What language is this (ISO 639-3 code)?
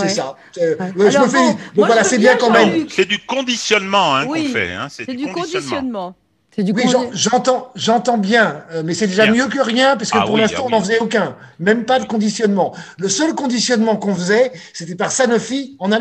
fra